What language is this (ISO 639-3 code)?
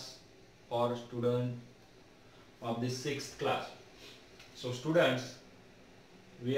mar